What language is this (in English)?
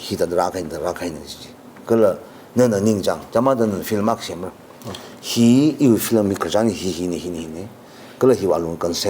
Tangkhul Naga (India)